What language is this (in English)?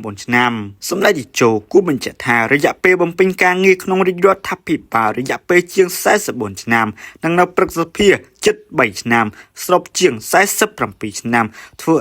Khmer